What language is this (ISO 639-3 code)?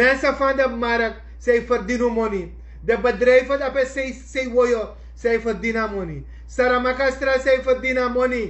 srn